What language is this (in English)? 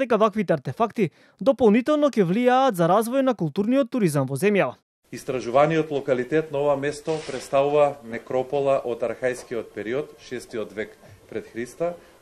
Macedonian